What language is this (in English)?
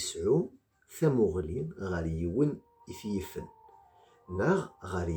Kabyle